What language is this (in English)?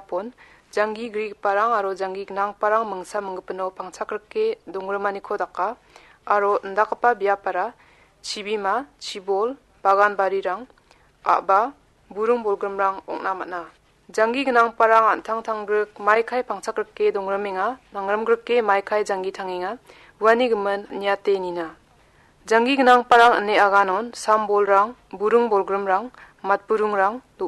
Garo